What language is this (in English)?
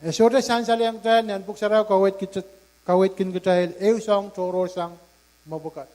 Pohnpeian